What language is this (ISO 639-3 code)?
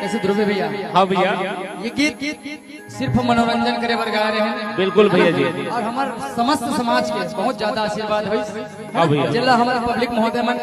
hne